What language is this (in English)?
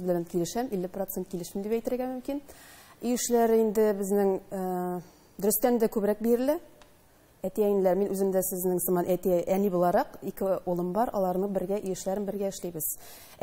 Tatar